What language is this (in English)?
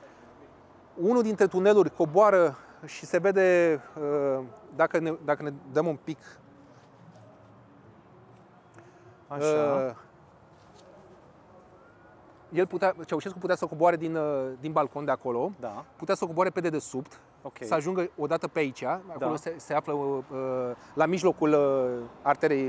Romanian